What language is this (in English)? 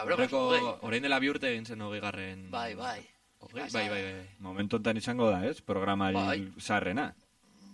Basque